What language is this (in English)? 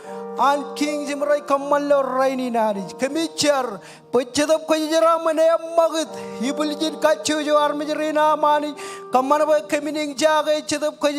Marshallese